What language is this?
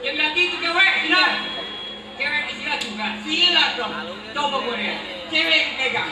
Betawi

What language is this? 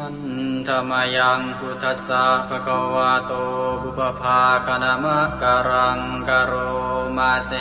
Pali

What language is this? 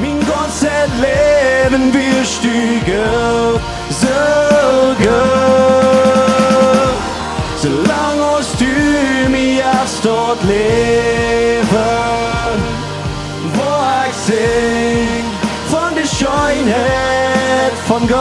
Plautdietsch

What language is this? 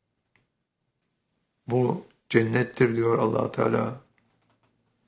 Turkish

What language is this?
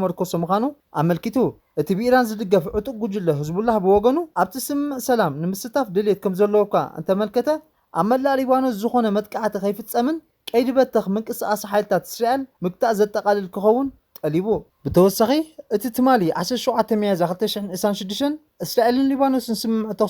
Tigrinya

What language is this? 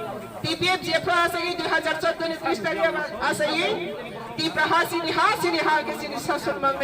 Kok Borok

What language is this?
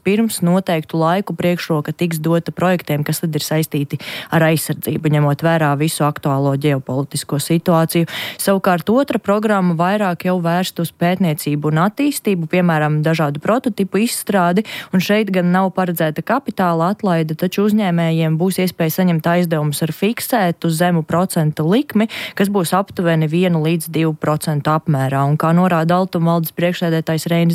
Latvian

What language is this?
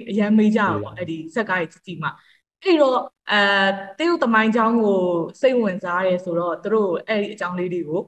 Burmese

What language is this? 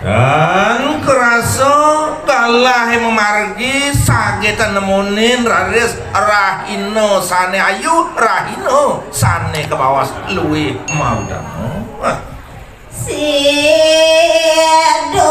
Balinese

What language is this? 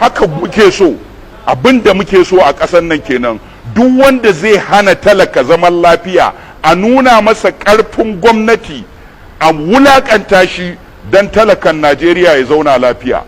Hausa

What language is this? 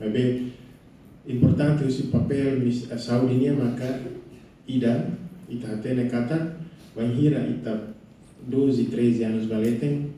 Tetum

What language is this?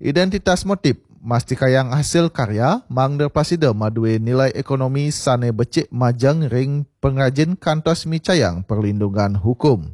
Balinese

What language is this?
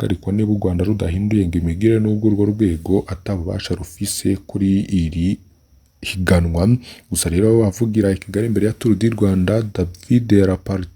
Rundi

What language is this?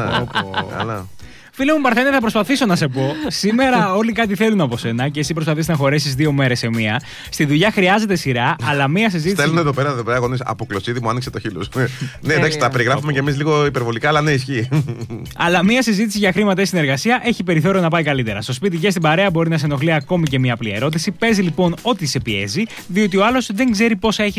Greek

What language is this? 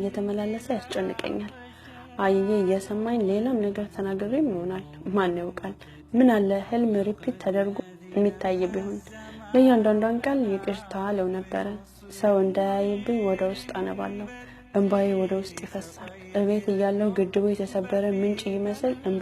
Amharic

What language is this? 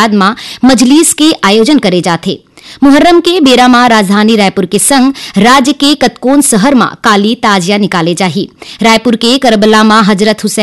Chhattisgarhi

